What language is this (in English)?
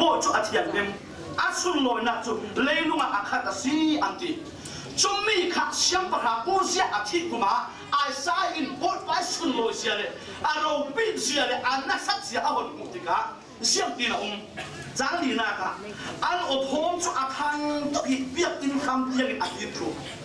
Falam Chin